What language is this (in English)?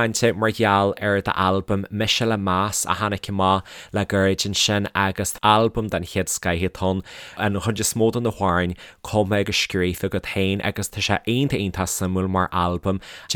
Irish